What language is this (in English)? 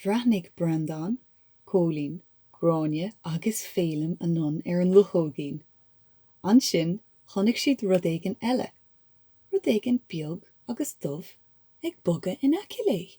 Irish